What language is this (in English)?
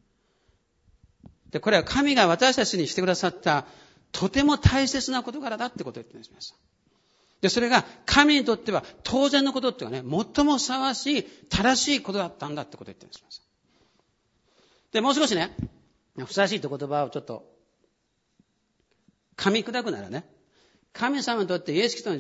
Japanese